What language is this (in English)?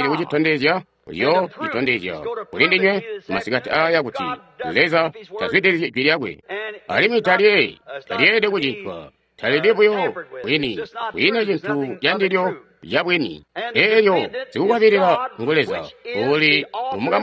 Tonga (Zambia)